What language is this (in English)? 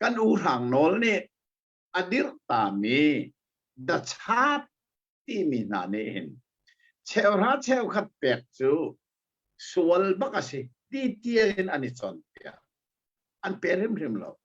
Hakha Chin